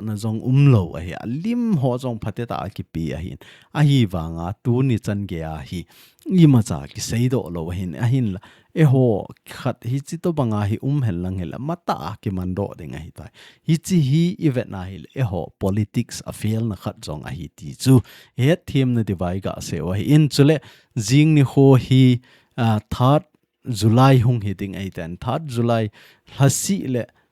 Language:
Thado Chin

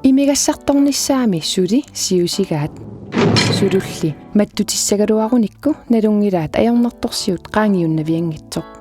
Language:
Kalaallisut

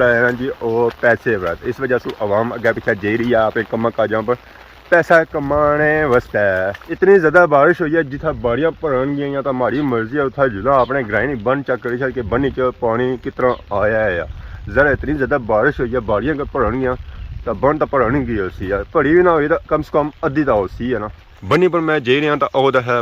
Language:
Pahari-Potwari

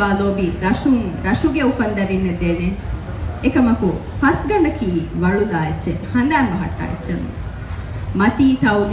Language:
Divehi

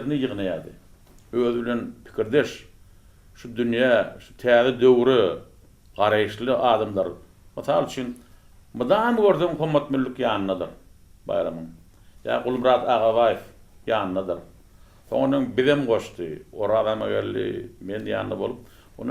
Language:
Turkmen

